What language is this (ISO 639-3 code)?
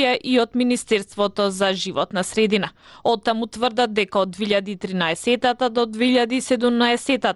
mkd